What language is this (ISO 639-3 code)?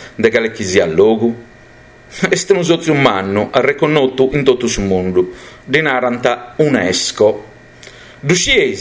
srd